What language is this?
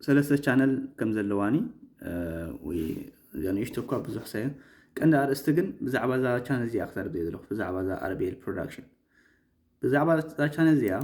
Tigrinya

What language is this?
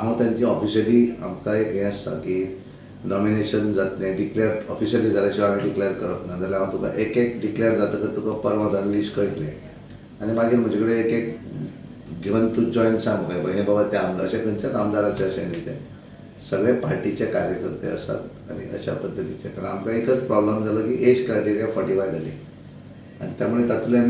Konkani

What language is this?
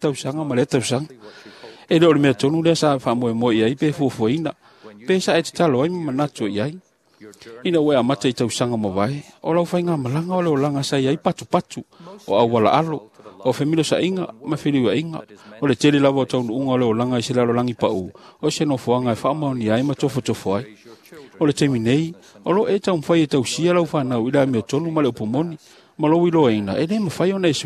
Samoan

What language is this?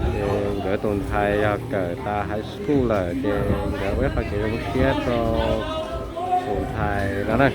Hmong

